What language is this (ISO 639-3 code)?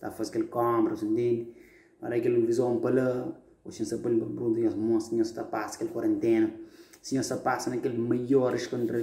kea